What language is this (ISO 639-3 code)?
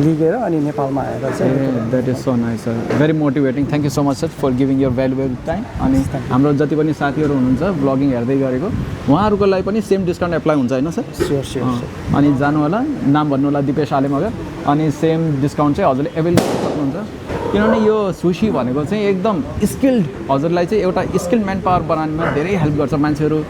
nep